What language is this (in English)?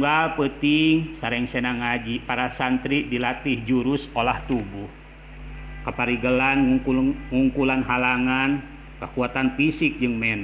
Sundanese